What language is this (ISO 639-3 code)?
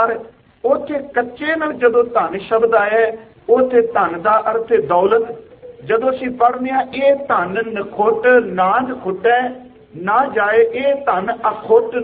pan